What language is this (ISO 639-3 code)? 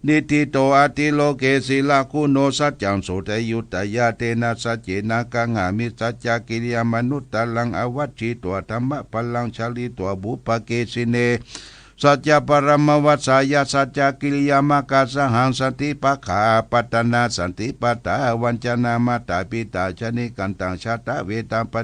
pli